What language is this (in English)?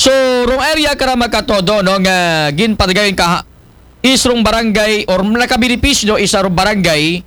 Aklanon